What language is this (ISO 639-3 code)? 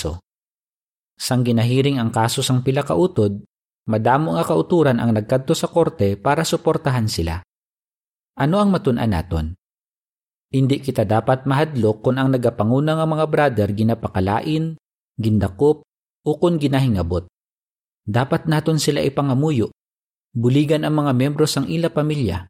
hil